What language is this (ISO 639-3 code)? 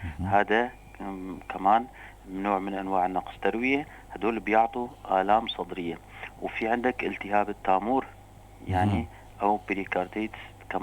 apc